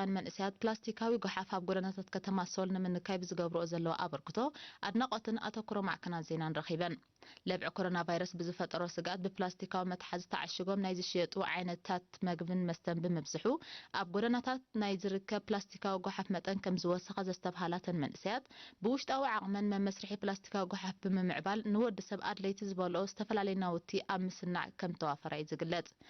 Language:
Tigrinya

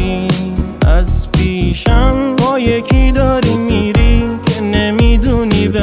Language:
Persian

